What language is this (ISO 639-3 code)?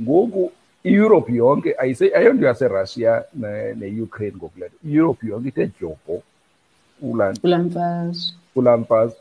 xho